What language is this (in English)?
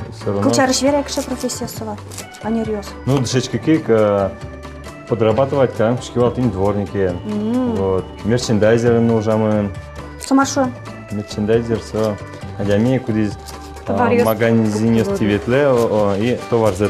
Udmurt